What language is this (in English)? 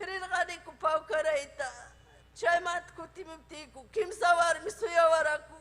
Ayacucho Quechua